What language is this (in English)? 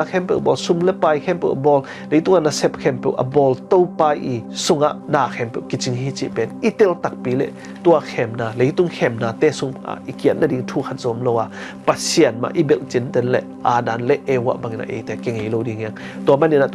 Tedim Chin